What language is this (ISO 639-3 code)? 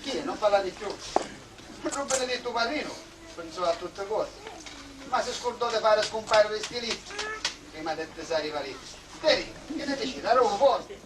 scn